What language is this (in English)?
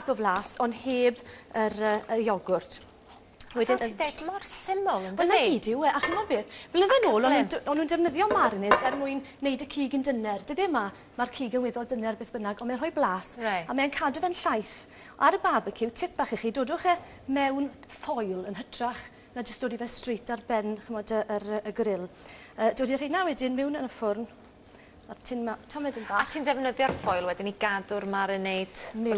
Welsh